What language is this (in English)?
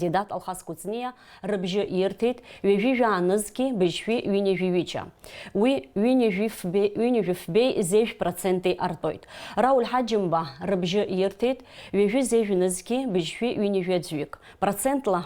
Abkhazian